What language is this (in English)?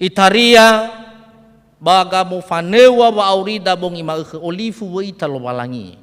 Nias